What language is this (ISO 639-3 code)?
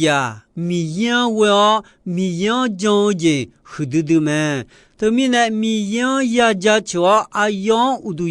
ahk